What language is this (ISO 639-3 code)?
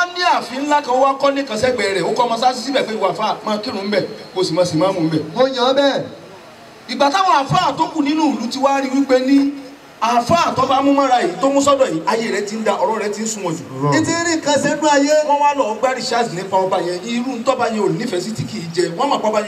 yor